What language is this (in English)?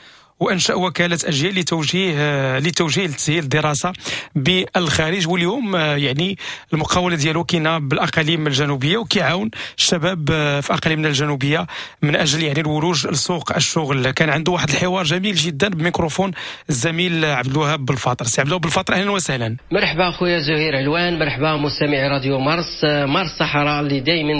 Moroccan Arabic